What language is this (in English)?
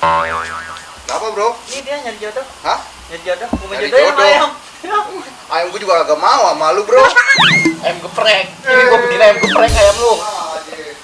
Betawi